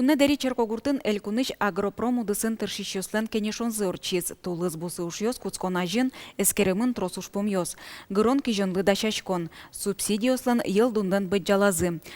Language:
Udmurt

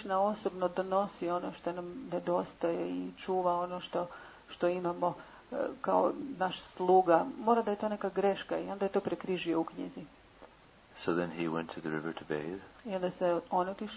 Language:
Croatian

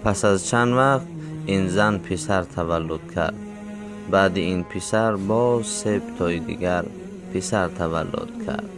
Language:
Tajik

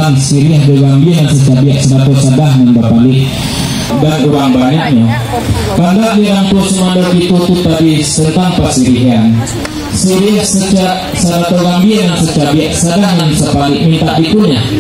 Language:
Minangkabau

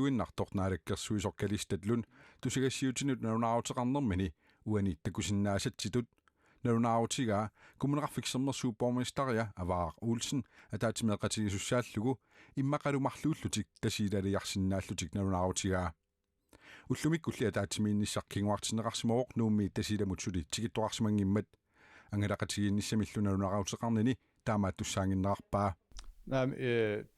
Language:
Kalaallisut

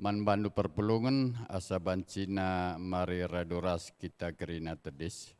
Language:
Batak Karo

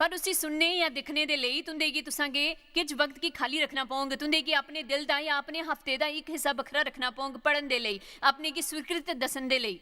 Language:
Dogri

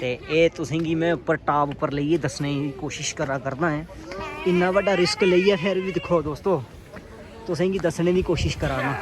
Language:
Dogri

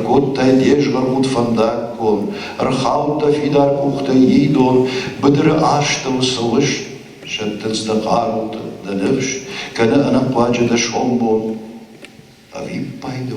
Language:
Ossetic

